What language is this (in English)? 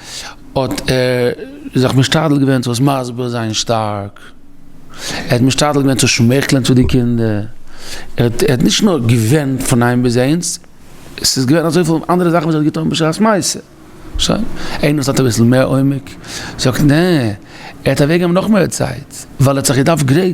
Yiddish